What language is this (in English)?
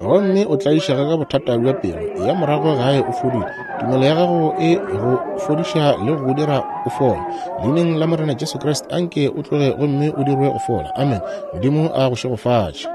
Northern Sotho